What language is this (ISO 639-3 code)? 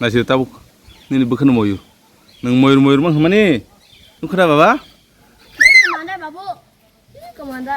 trp